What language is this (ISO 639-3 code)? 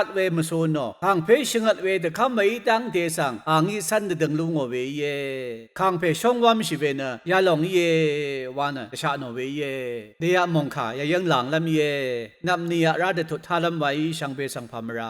raw